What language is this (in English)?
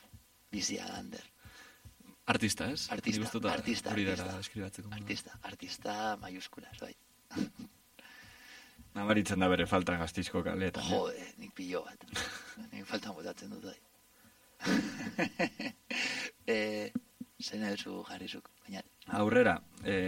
Basque